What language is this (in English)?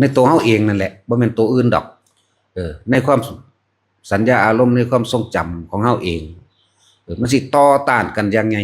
Northeastern Thai